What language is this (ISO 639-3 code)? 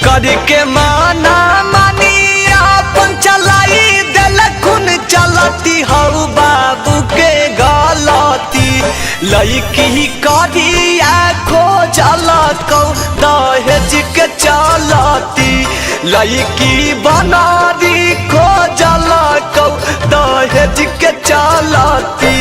mag